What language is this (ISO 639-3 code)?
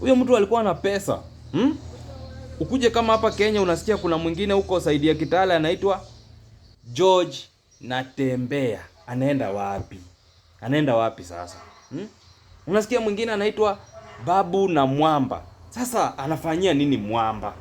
swa